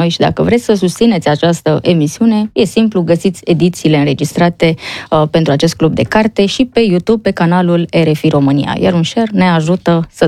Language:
Romanian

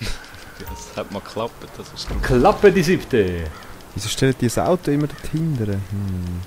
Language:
Swiss German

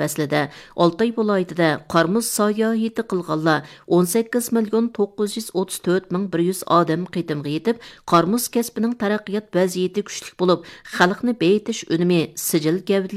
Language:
Uyghur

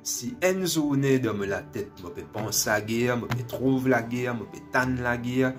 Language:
Morisyen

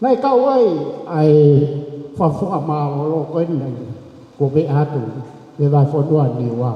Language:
Tongan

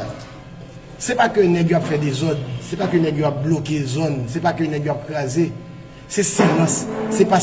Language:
Haitian Creole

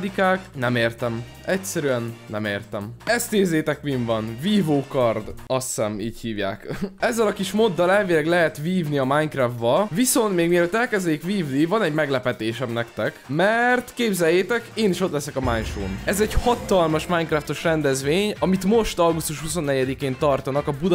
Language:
Hungarian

